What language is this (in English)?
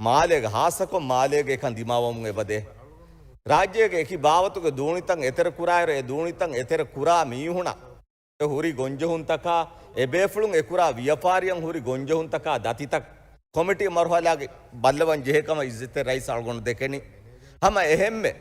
Divehi